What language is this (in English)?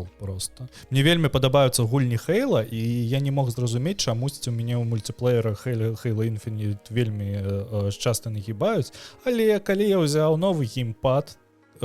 Belarusian